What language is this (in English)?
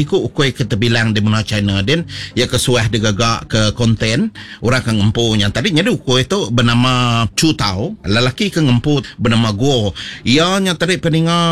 Iban